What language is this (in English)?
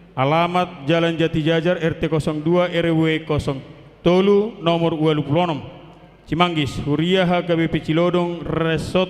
Batak Toba